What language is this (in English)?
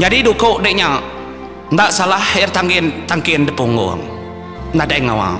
Iban